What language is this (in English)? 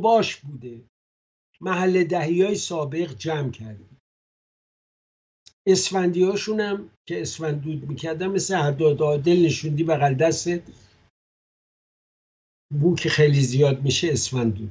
Persian